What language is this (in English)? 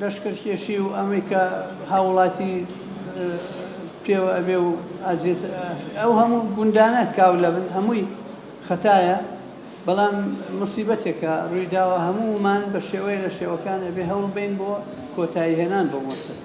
Central Kurdish